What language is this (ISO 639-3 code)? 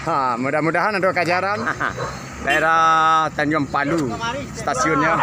min